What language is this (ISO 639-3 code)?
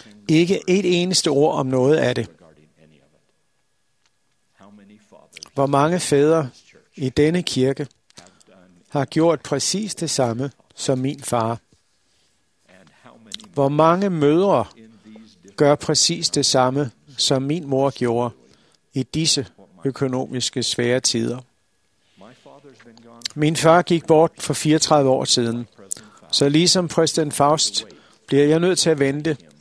dan